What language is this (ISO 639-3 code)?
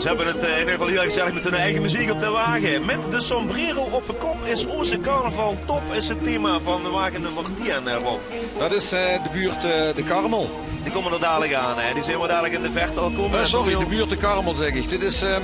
lim